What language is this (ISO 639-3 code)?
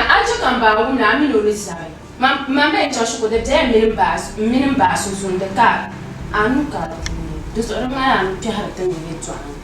dag